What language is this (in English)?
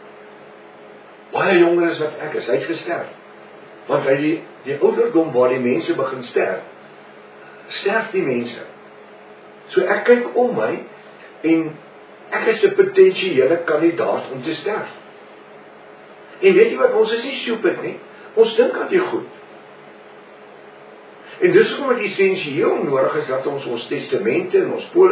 Afrikaans